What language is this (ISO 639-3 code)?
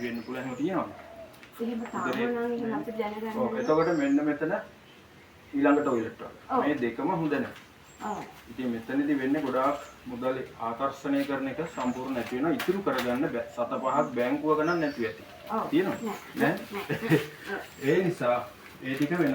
sin